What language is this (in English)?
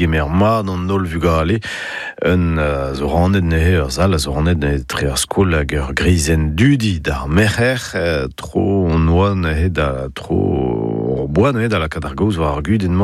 Breton